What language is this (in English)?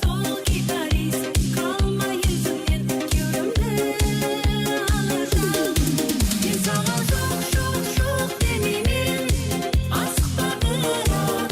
Kara-Kalpak